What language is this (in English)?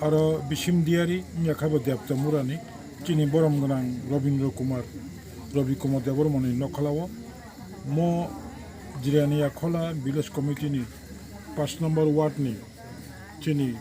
Kok Borok